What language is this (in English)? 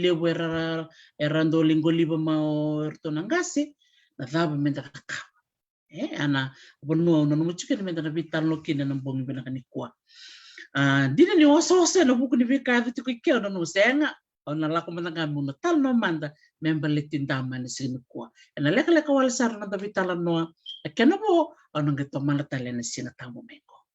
Fijian